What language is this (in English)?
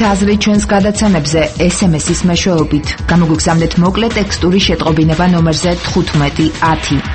Georgian